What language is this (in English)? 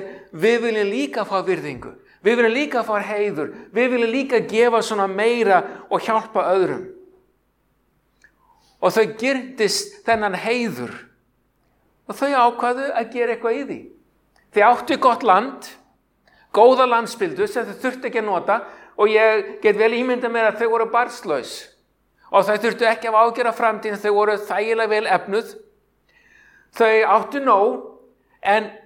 Icelandic